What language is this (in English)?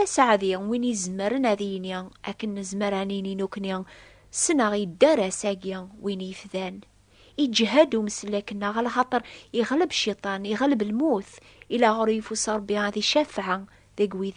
Kabyle